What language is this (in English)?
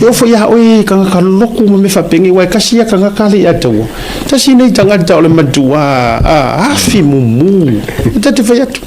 Samoan